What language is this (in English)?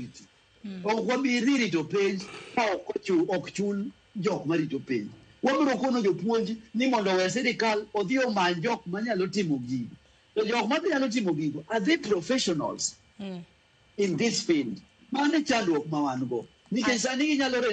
Luo (Kenya and Tanzania)